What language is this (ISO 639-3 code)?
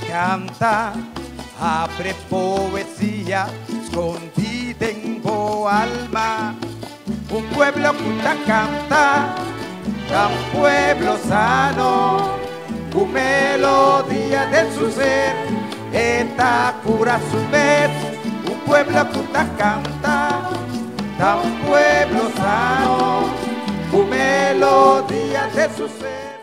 pap